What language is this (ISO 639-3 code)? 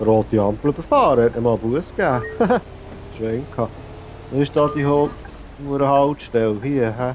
gsw